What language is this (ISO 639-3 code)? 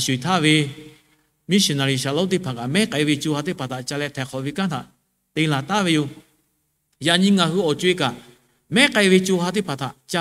lhu